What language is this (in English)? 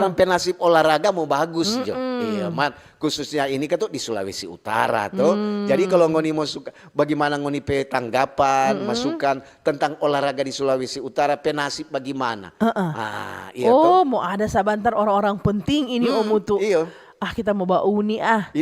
Manado Malay